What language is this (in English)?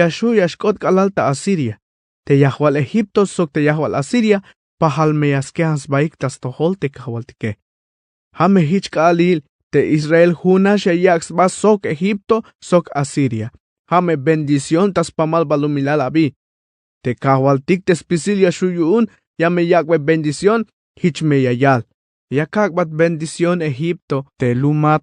Tzeltal